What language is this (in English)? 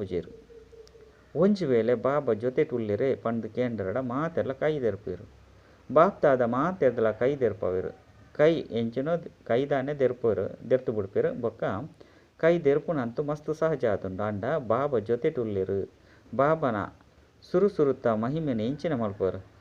Tulu